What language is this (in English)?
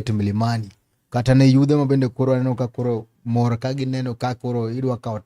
Luo (Kenya and Tanzania)